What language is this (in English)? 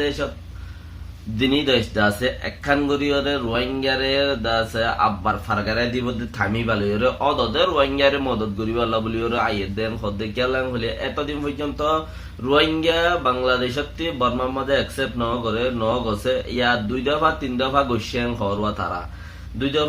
Rohingya